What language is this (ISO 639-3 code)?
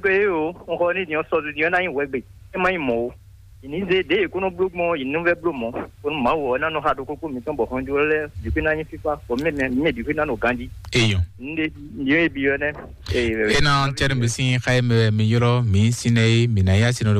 fon